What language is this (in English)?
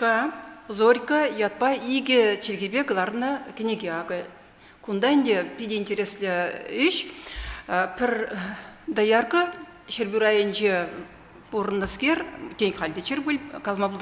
Chuvash